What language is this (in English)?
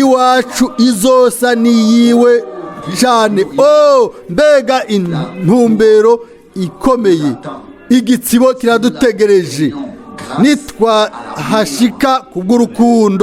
Rundi